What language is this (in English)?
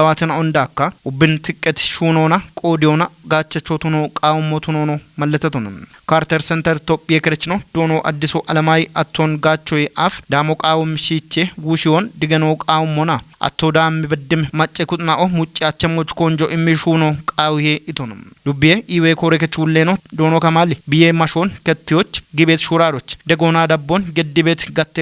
Kafa